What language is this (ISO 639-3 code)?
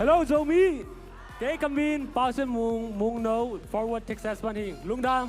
ctd